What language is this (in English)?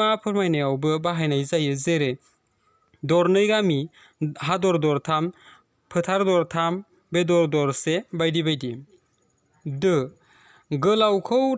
Bodo